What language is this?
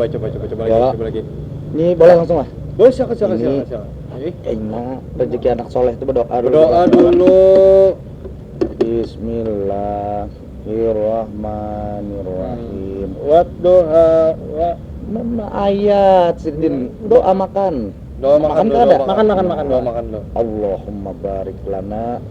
Banjar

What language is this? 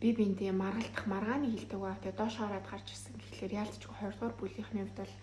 Mongolian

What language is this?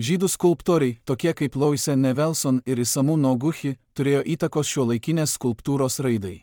Lithuanian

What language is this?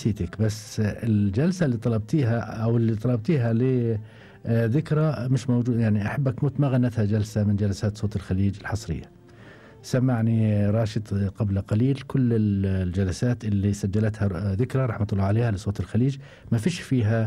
Gulf Arabic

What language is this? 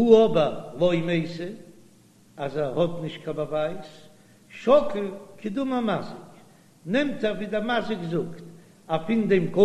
Yiddish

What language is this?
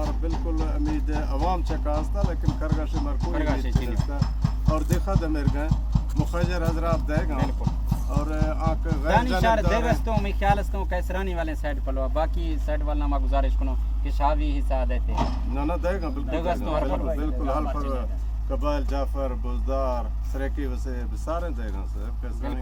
Baluchi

